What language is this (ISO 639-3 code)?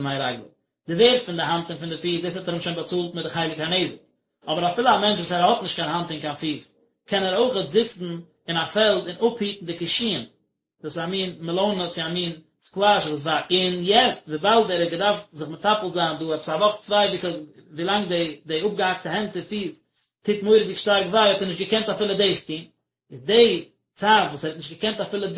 yid